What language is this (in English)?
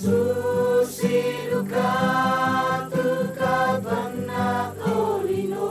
Toraja-Sa'dan